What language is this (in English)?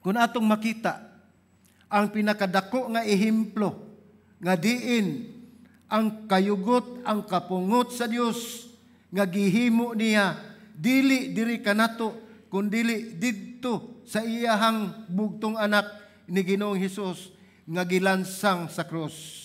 Cebuano